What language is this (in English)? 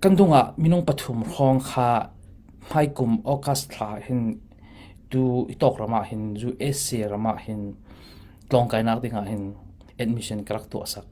Falam Chin